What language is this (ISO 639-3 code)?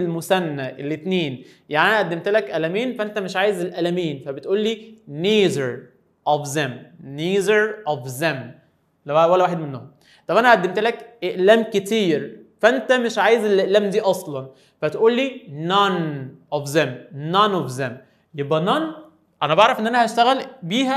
arz